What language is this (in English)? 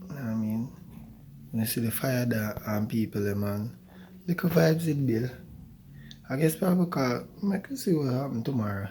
Jamaican Creole English